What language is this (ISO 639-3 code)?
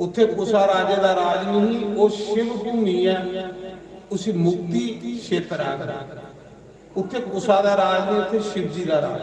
doi